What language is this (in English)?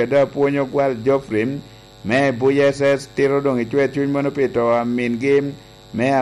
Lango (Uganda)